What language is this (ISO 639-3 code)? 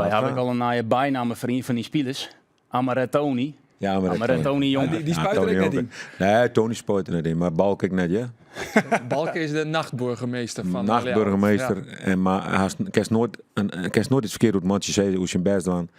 fry